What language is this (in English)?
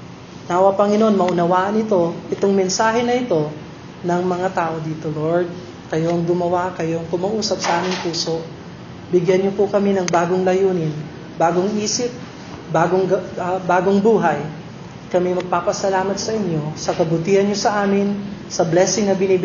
Filipino